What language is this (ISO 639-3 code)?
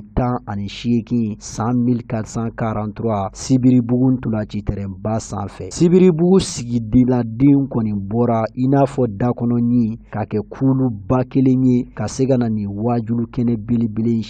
bam